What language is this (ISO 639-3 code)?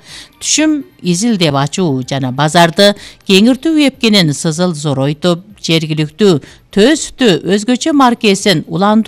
kir